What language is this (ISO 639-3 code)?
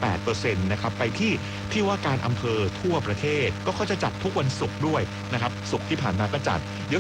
tha